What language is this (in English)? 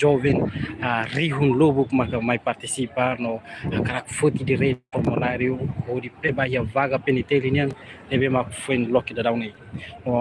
Tetum